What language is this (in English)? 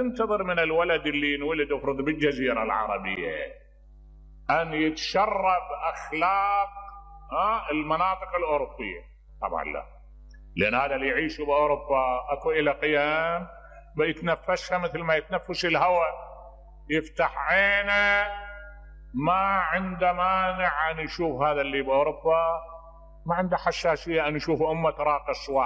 Mesopotamian Arabic